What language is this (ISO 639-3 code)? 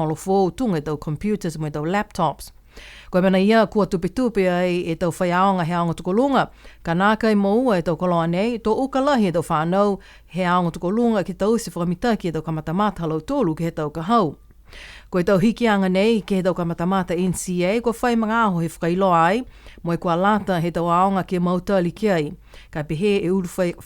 niu